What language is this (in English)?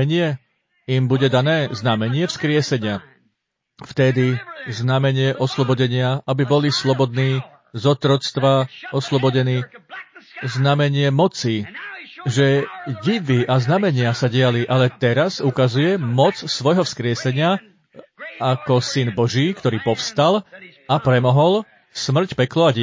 Slovak